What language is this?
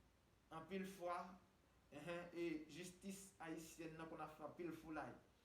Haitian Creole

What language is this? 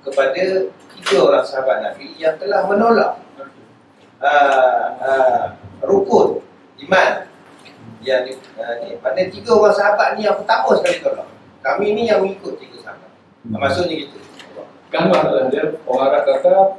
Malay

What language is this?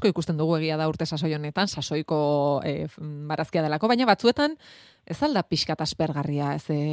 Basque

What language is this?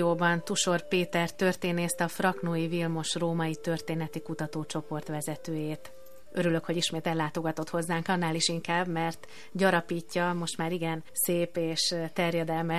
Hungarian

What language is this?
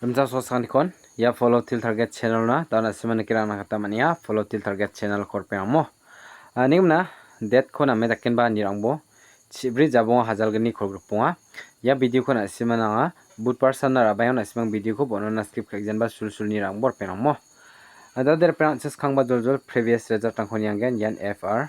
Garo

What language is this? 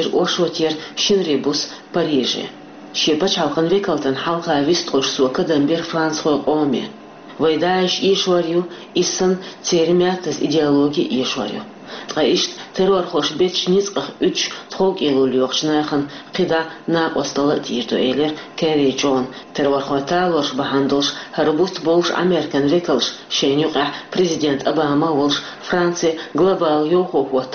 Chechen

